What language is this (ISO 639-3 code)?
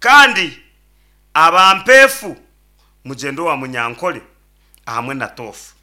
nyn